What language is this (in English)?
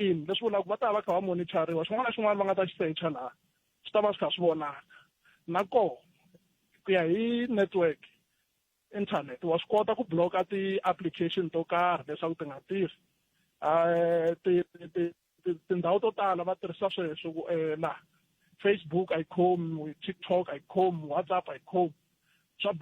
Tsonga